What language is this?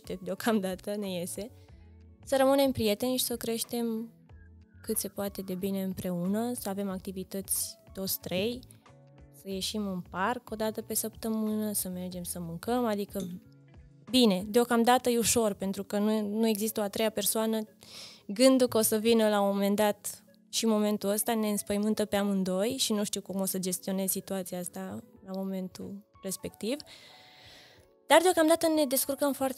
Romanian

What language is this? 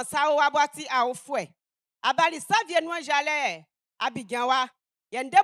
Baoulé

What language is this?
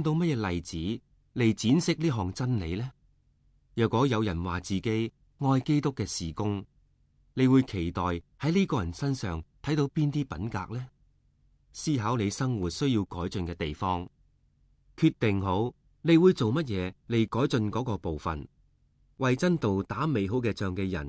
Cantonese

